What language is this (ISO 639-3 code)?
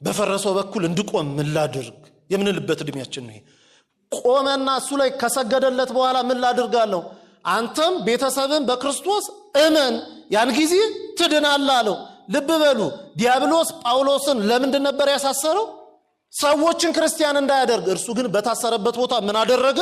amh